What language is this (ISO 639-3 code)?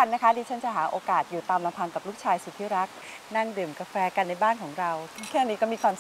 tha